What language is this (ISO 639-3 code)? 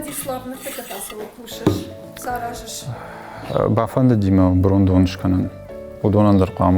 oss